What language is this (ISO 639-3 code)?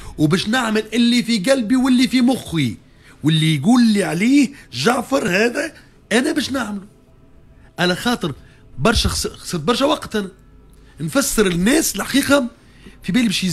aeb